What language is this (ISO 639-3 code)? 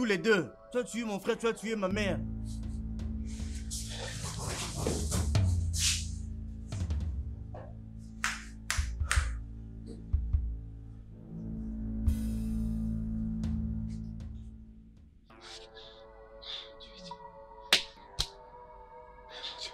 fra